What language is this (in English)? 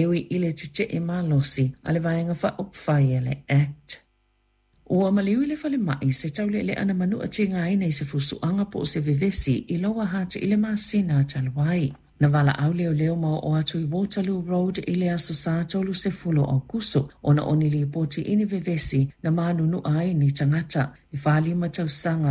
Samoan